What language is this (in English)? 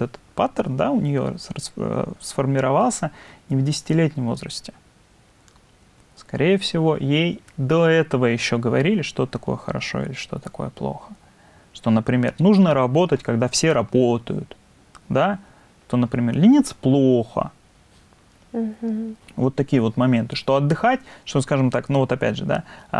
Russian